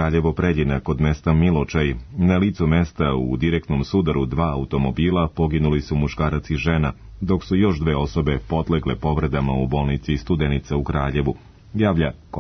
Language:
Serbian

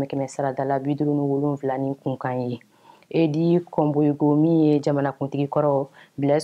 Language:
Bambara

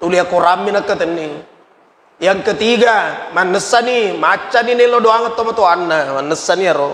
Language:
Buginese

